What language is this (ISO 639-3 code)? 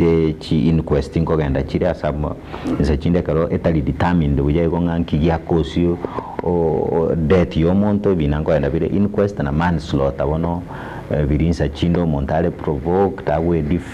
guz